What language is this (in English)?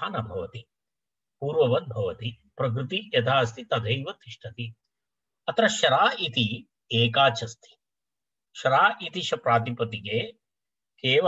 Sanskrit